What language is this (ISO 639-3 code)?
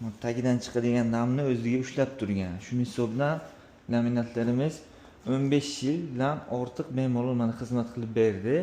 uzb